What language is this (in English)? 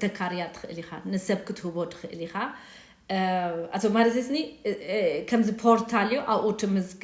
Tigrinya